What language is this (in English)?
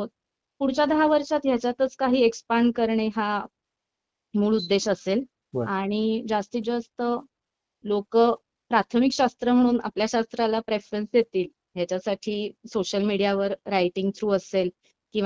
Marathi